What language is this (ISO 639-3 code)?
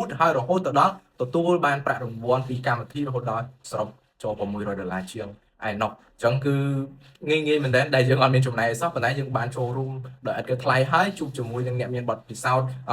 khm